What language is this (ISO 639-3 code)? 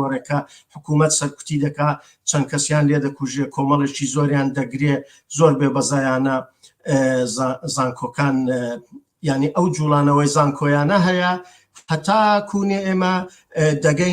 ckb